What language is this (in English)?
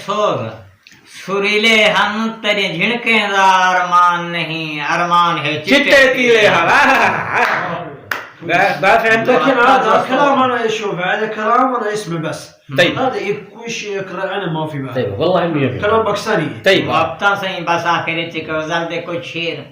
Saraiki